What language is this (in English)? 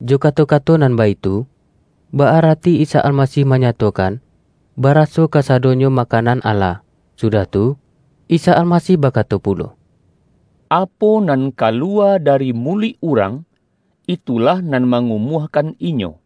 Minangkabau